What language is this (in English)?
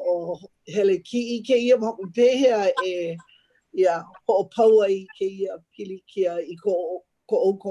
Hawaiian